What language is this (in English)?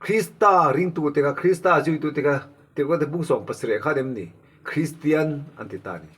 Mizo